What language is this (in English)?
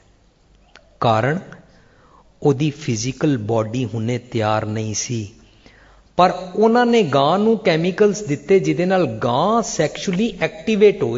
Punjabi